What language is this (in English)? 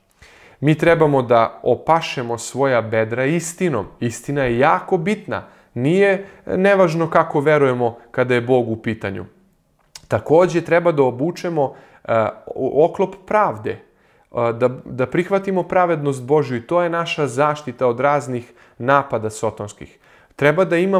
Serbian